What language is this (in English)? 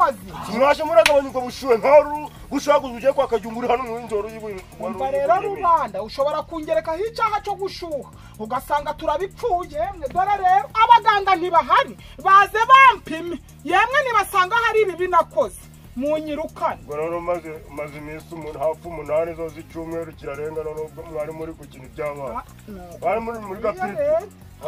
Kinyarwanda